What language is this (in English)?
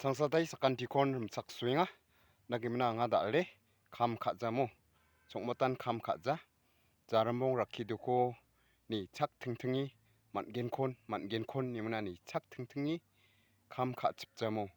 Garo